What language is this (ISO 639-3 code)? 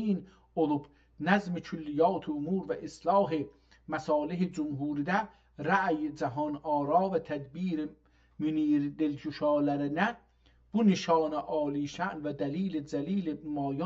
azb